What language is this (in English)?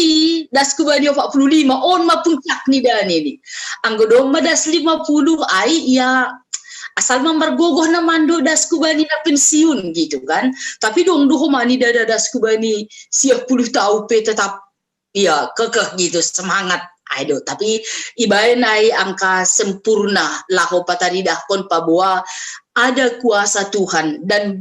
Batak Simalungun